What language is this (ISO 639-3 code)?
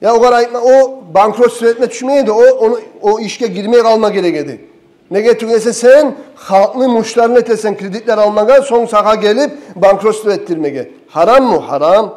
kum